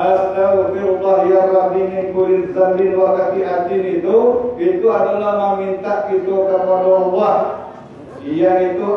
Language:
Minangkabau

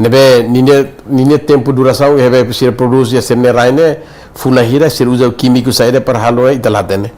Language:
Tetum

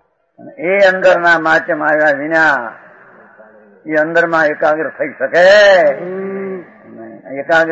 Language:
Gujarati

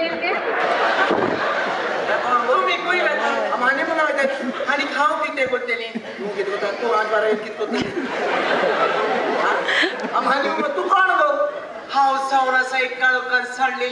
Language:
Konkani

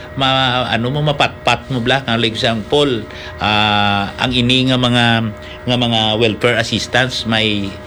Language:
Hiligaynon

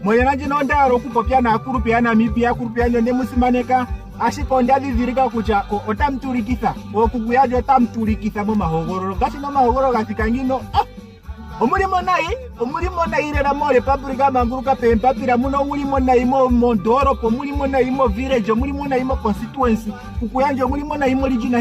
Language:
Ndonga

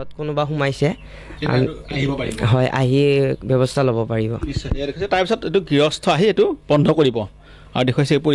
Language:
Assamese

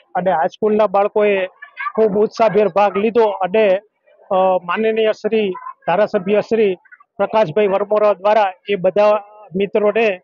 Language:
Gujarati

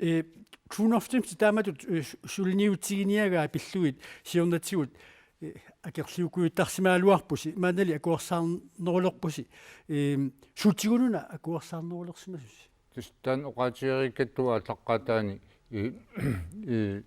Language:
Kalaallisut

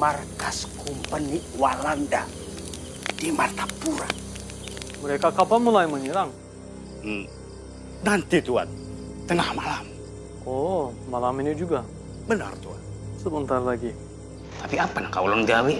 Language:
Banjar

